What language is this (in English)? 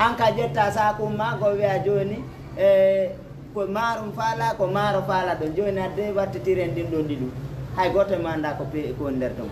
Fula